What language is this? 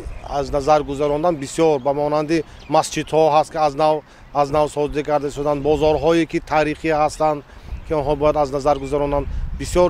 Tajik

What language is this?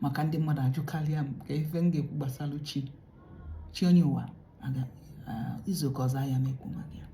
Igbo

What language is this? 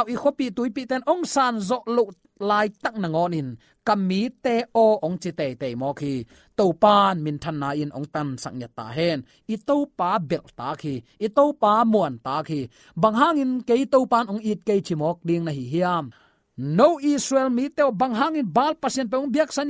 Tedim Chin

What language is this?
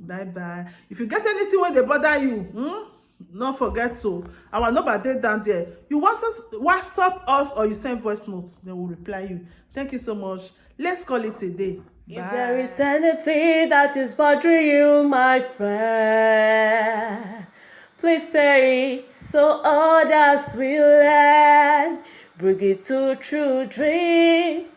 Nigerian Pidgin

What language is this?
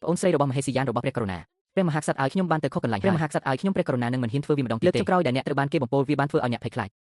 Khmer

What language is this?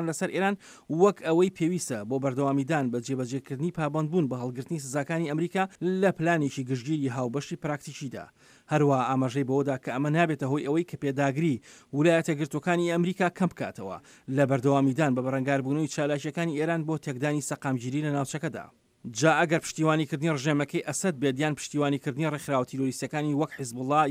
Central Kurdish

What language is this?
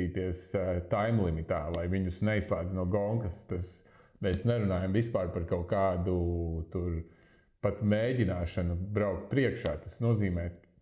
Latvian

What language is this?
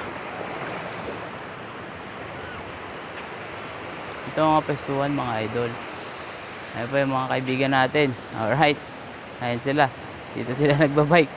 Filipino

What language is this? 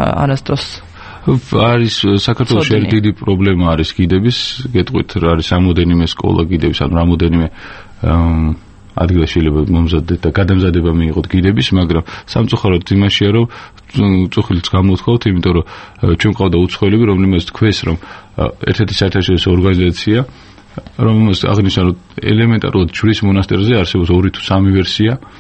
Georgian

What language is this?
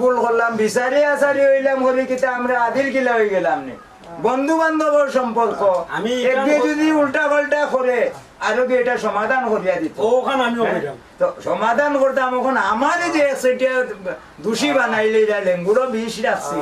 Sylheti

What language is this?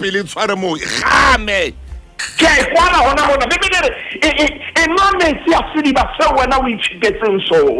Southern Sotho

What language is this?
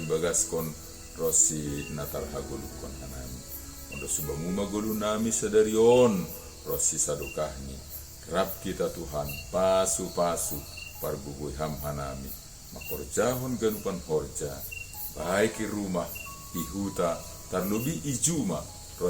Batak Simalungun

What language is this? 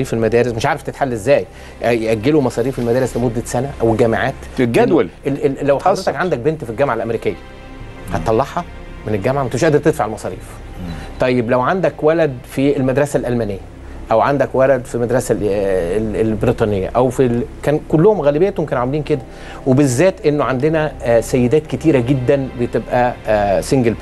Egyptian Arabic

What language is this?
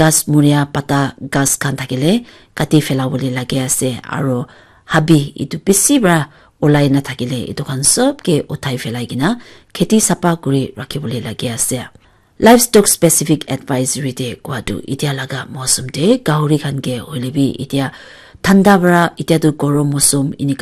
Naga Pidgin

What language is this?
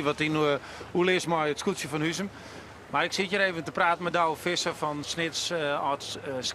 Western Frisian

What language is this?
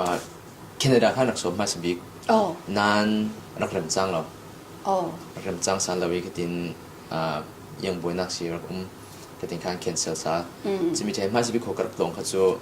Falam Chin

